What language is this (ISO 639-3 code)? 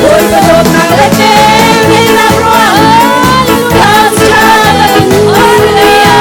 cnh